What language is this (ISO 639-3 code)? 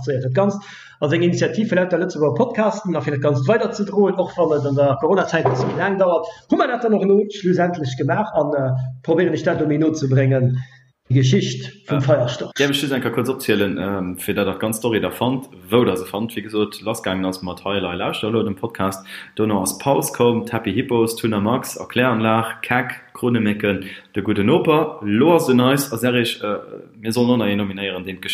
ltz